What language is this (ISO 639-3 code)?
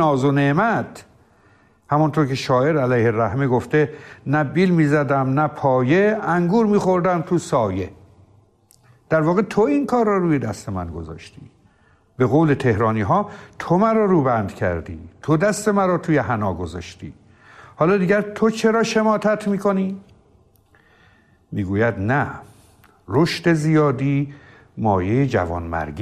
fas